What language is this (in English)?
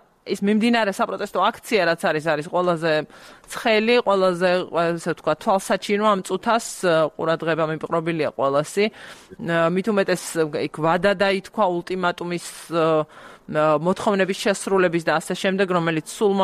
Georgian